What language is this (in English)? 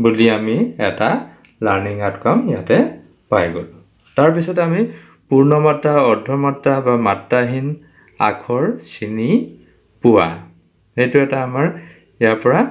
Assamese